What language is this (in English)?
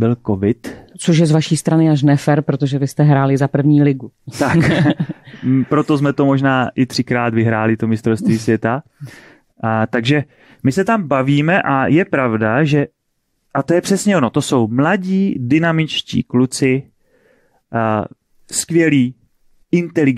Czech